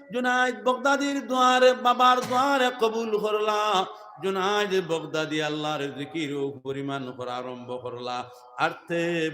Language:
Sylheti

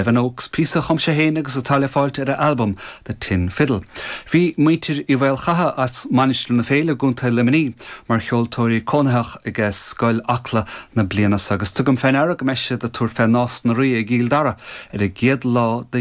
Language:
Irish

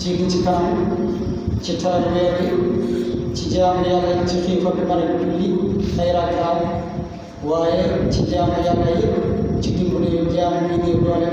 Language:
Wolof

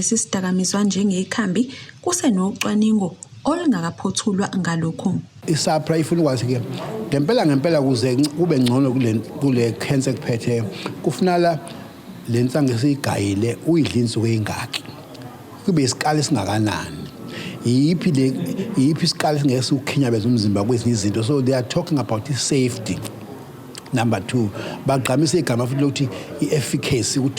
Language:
Zulu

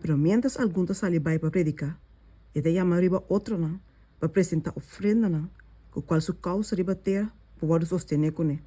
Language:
Papiamento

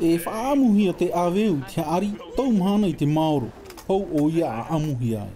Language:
Tahitian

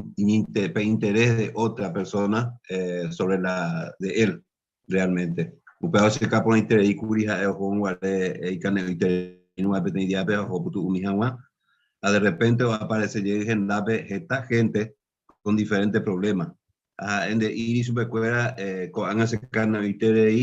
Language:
Guarani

